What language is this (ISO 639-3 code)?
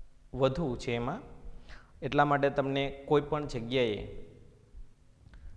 guj